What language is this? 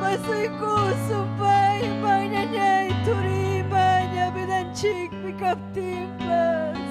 Ayacucho Quechua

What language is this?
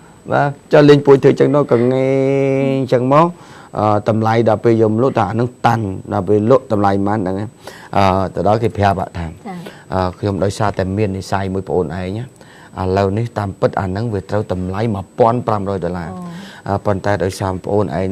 Khmer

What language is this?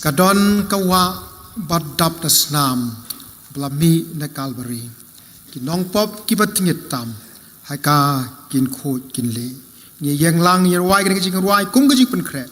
Khasi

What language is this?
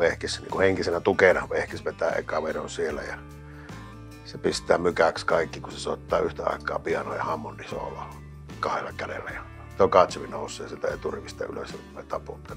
Finnish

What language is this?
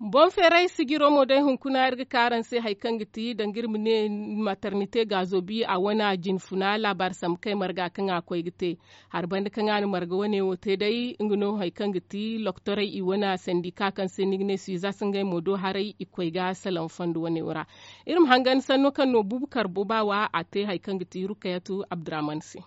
Zarma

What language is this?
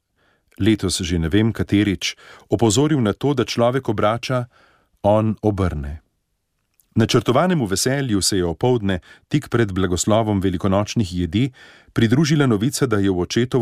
Slovenian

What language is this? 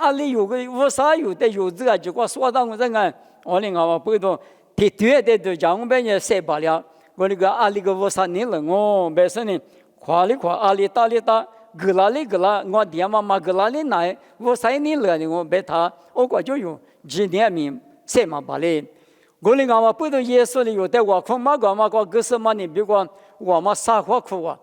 Lisu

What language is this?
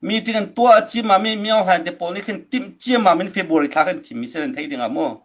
Hakha Chin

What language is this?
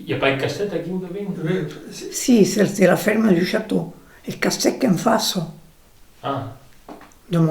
Occitan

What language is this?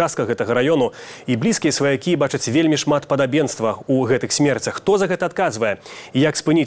Belarusian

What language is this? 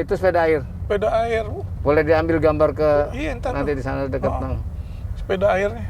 Betawi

